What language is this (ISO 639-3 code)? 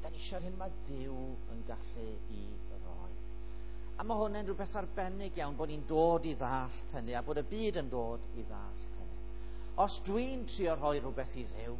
cym